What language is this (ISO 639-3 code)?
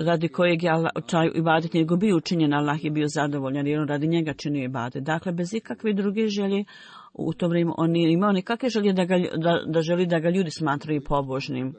bos